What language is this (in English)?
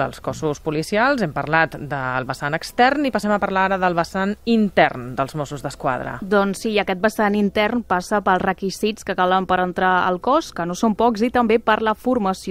Catalan